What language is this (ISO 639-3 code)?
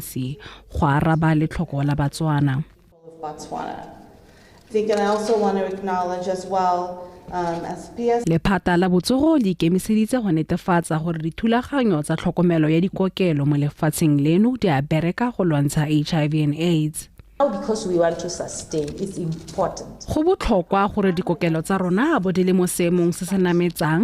tsn